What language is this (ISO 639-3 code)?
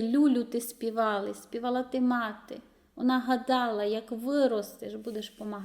rue